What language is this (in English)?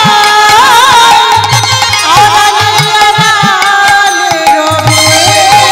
Bangla